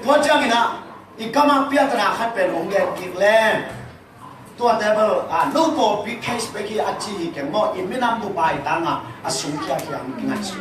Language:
Tedim Chin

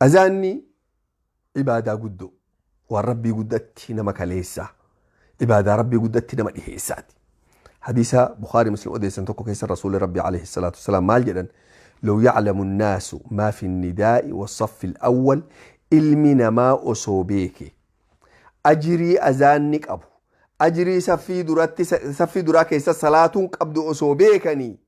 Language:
Oromo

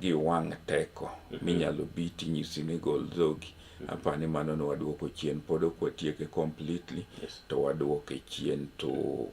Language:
Luo (Kenya and Tanzania)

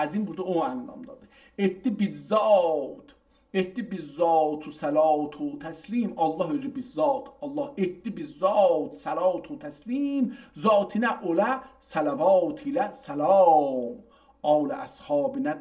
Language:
South Azerbaijani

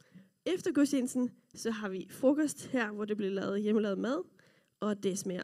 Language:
Danish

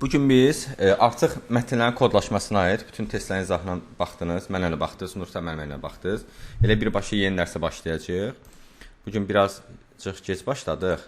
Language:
Azerbaijani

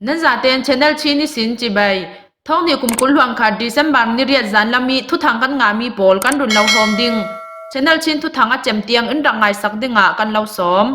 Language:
Hakha Chin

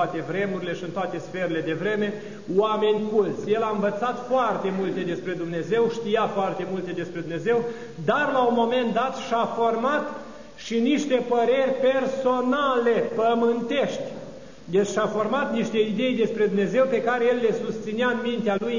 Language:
Romanian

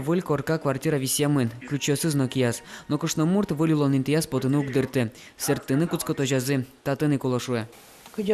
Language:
Udmurt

